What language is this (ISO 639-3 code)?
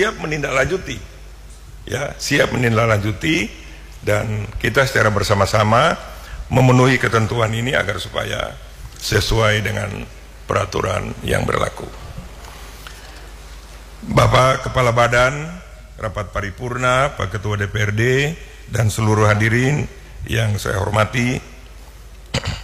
ind